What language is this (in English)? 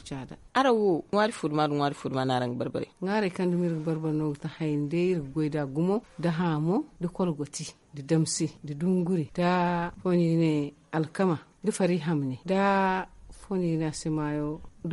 Zarma